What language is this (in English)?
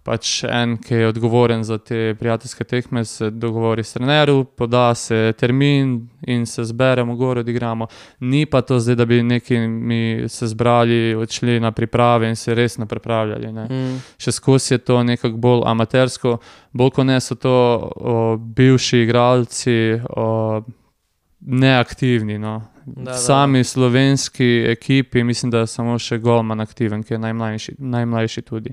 Slovenian